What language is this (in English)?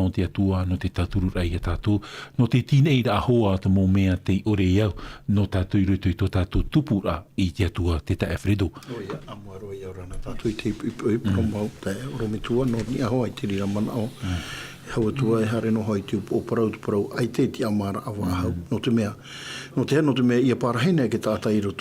Tahitian